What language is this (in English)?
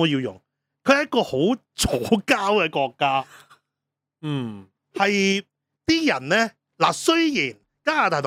Cantonese